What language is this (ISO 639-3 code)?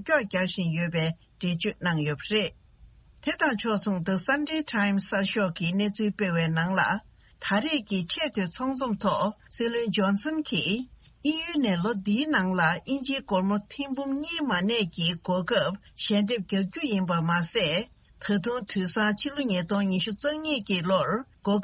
bod